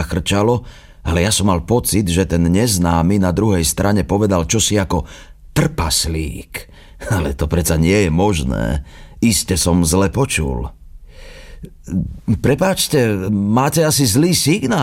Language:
Slovak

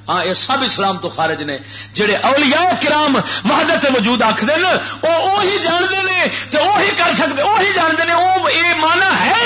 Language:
Western Panjabi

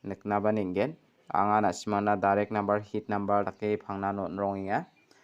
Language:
Garo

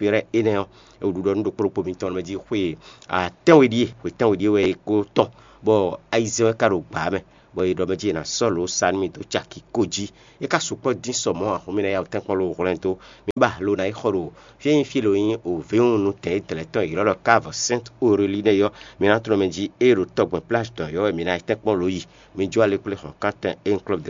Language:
Fon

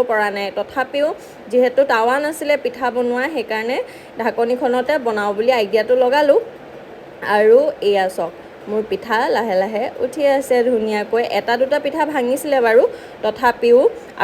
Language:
Assamese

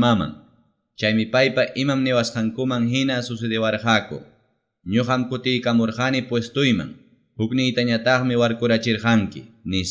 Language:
Ayacucho Quechua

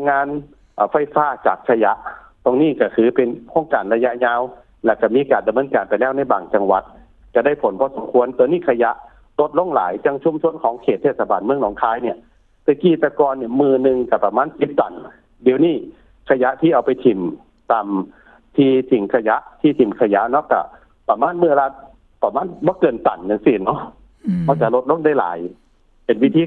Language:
Lao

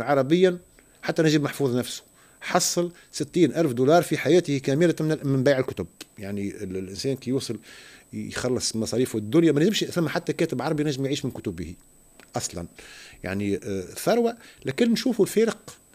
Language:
Tunisian Arabic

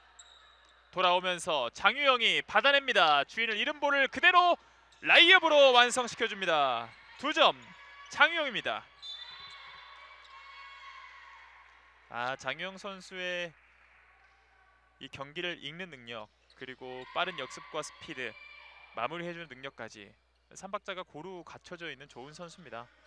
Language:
Korean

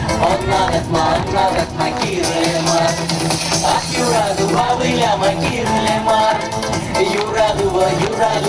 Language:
Chuvash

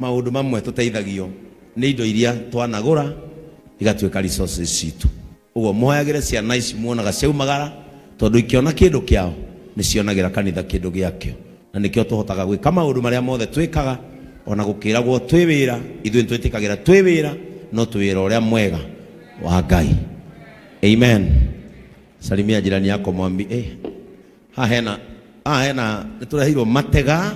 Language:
Kikuyu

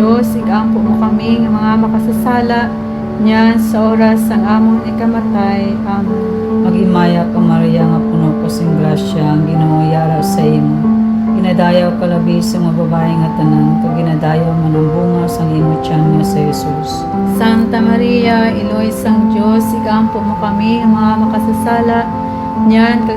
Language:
Hiligaynon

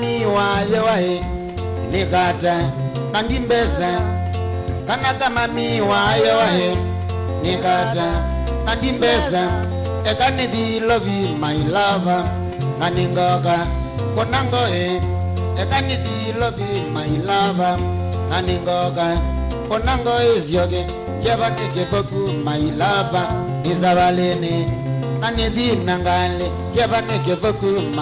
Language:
Kamba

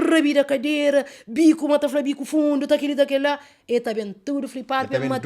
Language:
Kabuverdianu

